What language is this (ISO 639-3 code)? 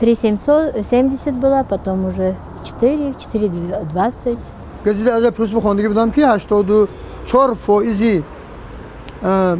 tgk